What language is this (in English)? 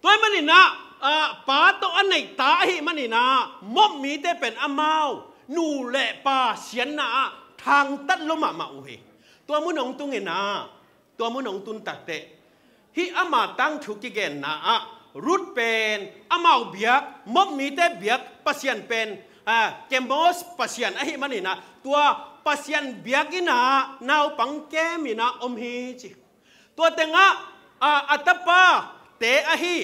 Tedim Chin